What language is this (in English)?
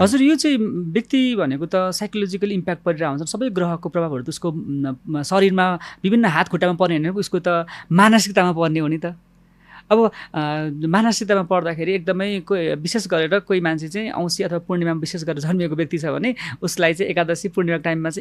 Nepali